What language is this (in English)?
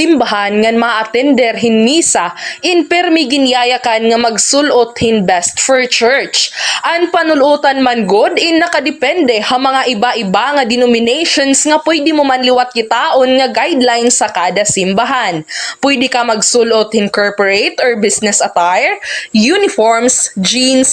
Waray